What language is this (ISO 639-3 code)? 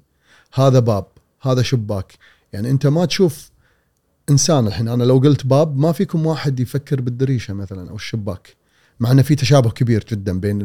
afb